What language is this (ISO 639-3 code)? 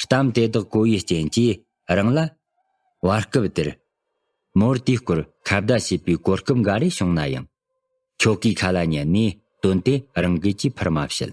bod